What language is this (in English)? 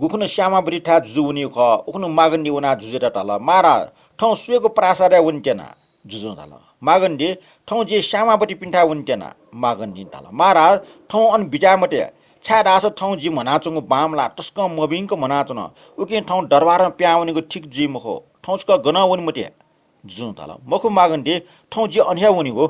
Newari